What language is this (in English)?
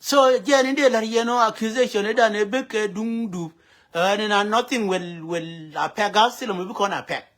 Nuer